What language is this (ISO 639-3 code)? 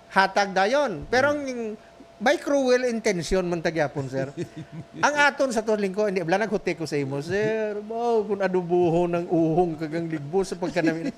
hil